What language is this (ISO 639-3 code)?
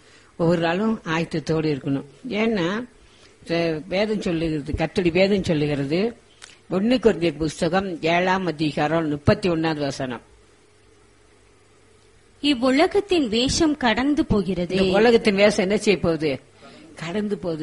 tam